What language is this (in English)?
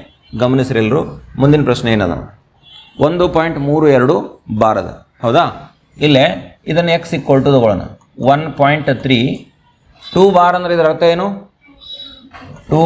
Kannada